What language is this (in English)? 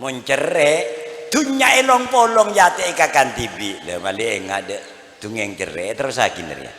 Madurese